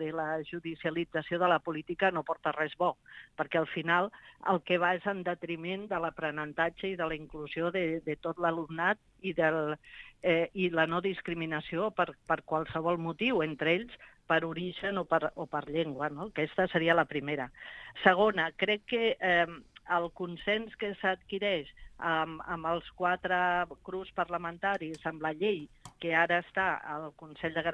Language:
Catalan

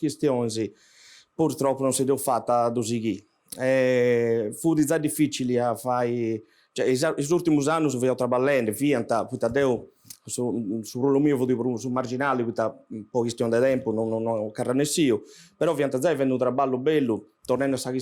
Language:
Sardinian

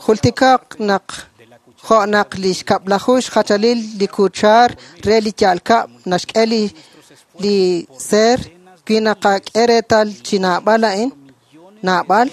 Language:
Kekchí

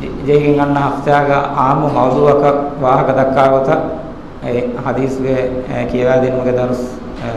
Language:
Divehi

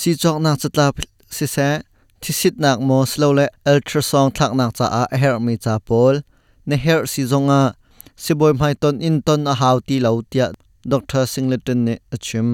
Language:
Hakha Chin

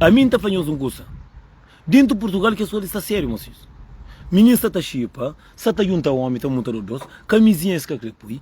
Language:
Kabuverdianu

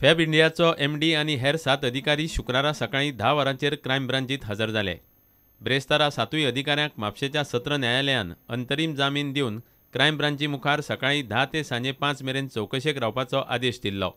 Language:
Konkani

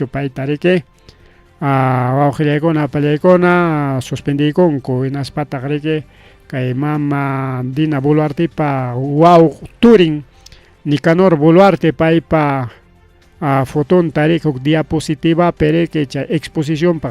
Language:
Ayacucho Quechua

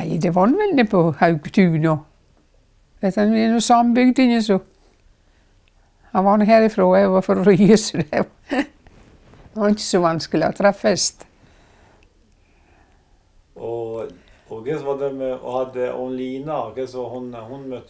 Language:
Norwegian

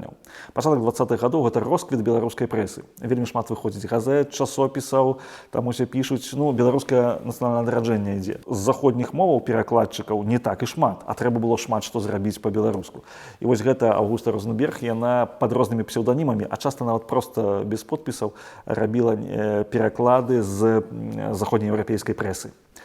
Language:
Belarusian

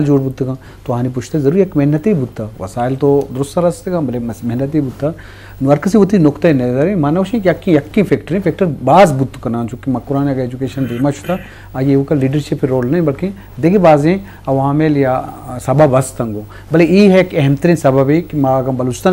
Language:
Eastern Balochi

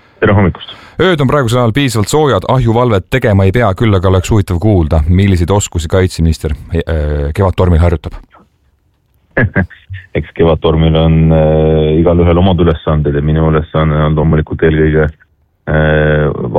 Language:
Estonian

